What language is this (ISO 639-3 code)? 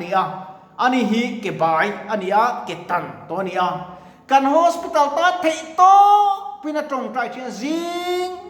lus